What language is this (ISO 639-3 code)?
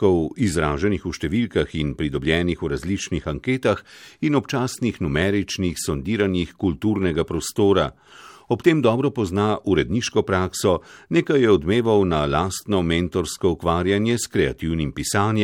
slv